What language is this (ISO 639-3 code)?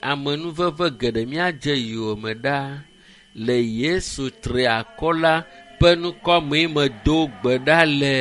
ewe